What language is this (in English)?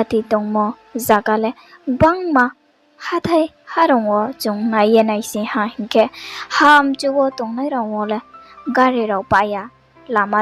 Riang (India)